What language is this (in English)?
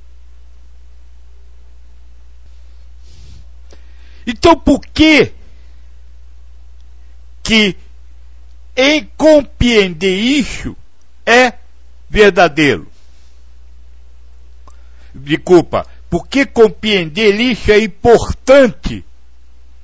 Portuguese